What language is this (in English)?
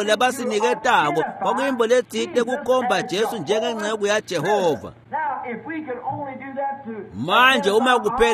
Swati